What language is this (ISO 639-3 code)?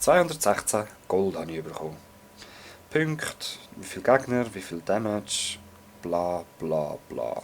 gsw